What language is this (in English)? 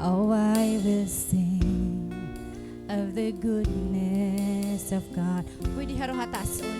Waray